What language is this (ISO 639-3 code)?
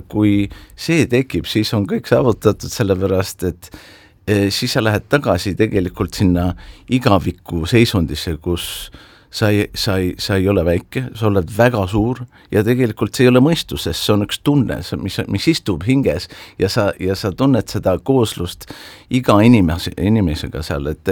est